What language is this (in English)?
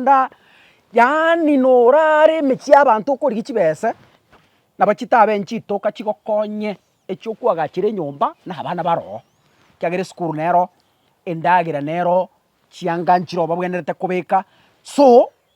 Gusii